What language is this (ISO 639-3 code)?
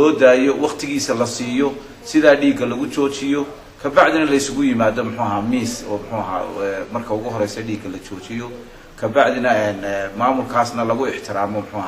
som